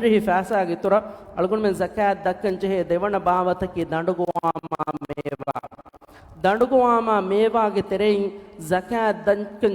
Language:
Divehi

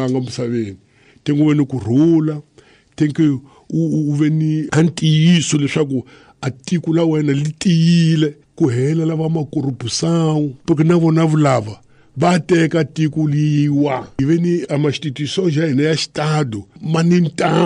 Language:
Tsonga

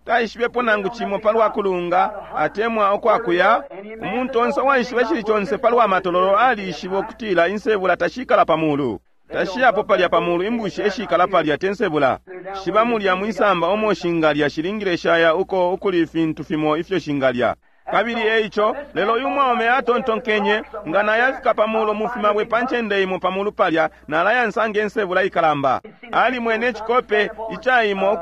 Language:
Bemba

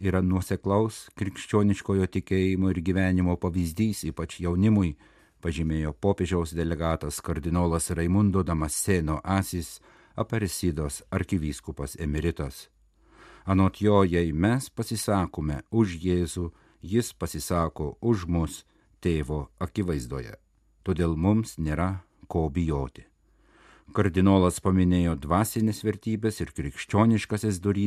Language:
Lithuanian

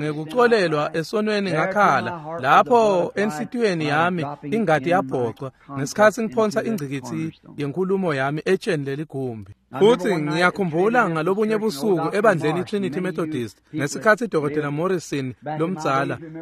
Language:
Swati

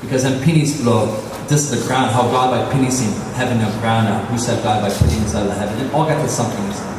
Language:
Tok Pisin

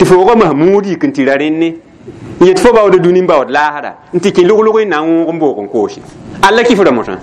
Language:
Mossi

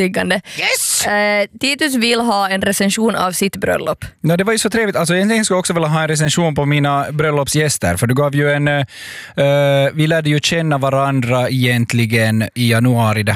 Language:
Swedish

